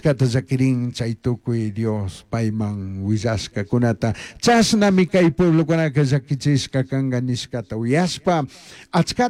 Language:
Chimborazo Highland Quichua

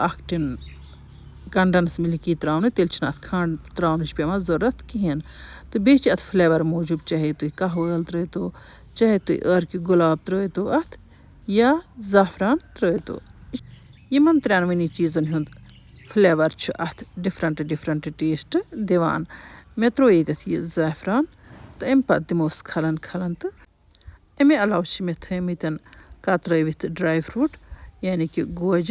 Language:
Kashmiri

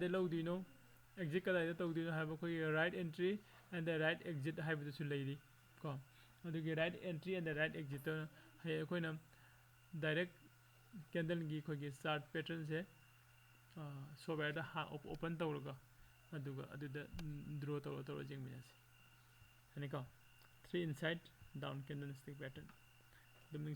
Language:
Manipuri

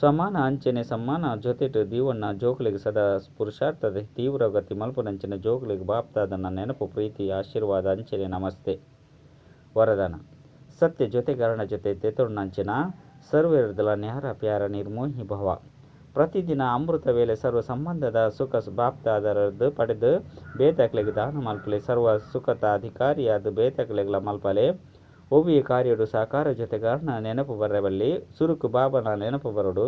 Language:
Tulu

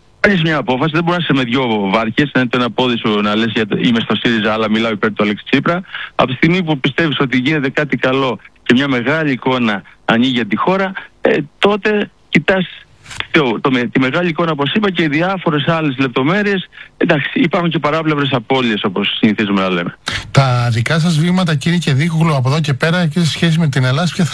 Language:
Greek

